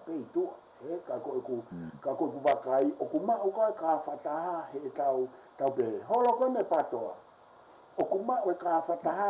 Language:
Tongan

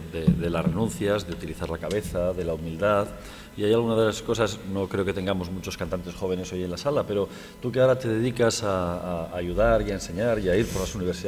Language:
Spanish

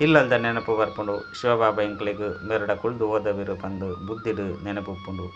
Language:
Tulu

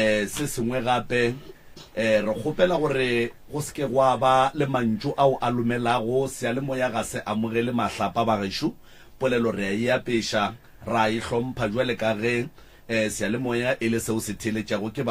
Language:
Northern Sotho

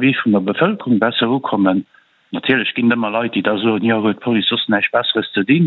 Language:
Luxembourgish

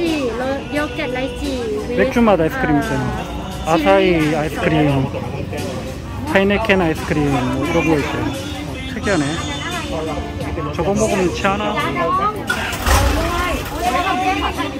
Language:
Korean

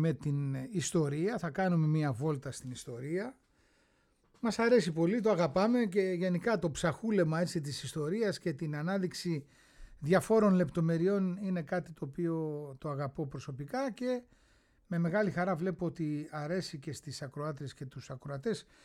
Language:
Greek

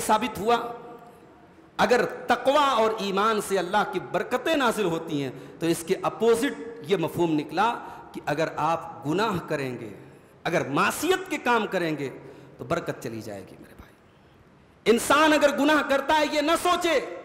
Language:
Urdu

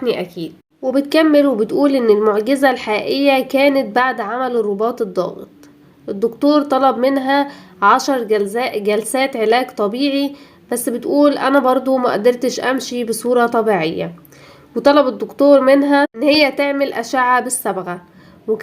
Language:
Egyptian Arabic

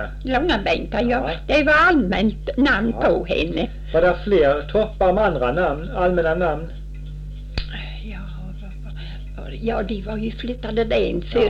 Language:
Swedish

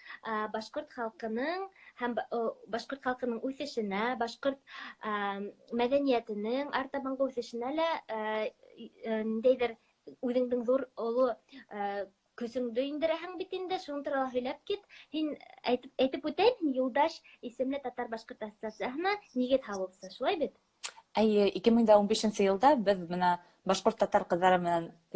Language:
Bashkir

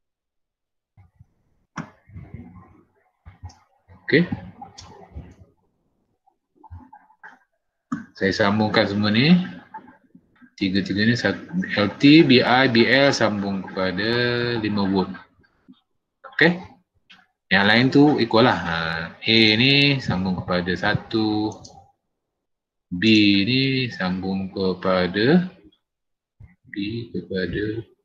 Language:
Malay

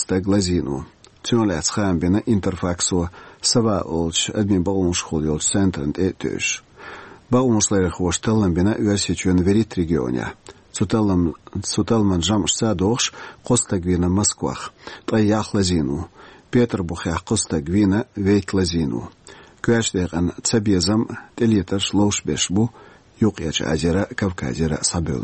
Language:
Chechen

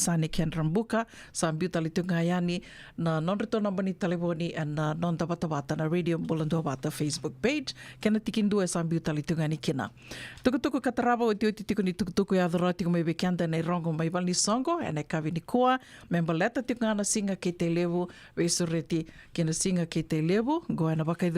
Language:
Fijian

